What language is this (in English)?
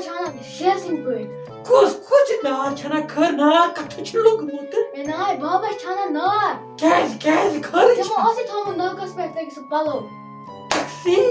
Kashmiri